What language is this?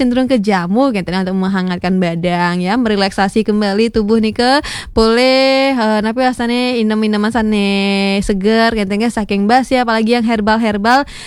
Balinese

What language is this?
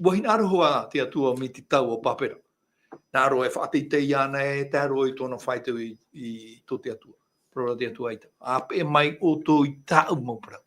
Tahitian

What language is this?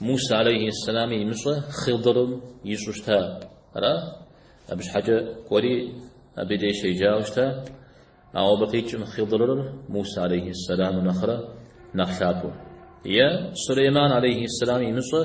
Kabardian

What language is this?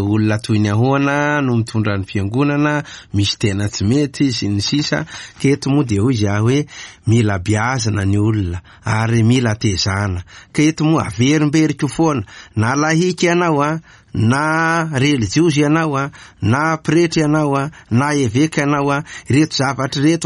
Malagasy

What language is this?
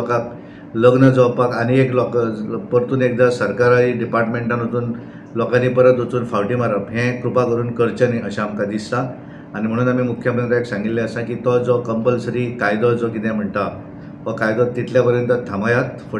Konkani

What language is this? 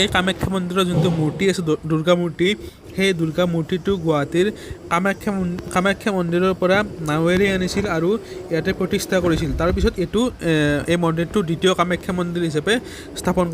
Assamese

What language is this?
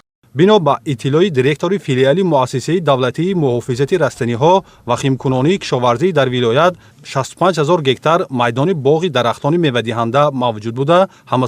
Tajik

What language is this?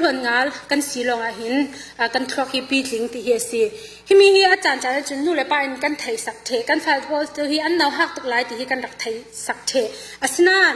Falam Chin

